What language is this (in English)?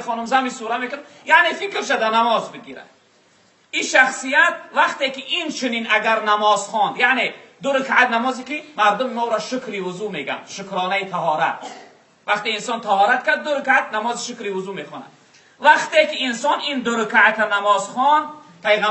Tajik